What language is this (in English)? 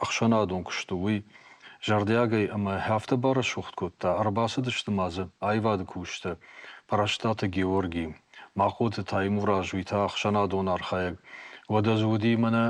Ossetic